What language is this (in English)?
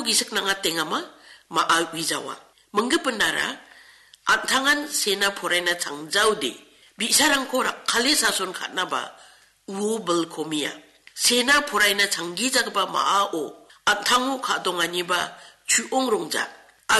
Garo